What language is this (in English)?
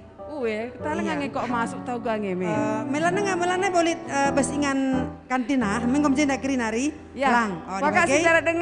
Batak Karo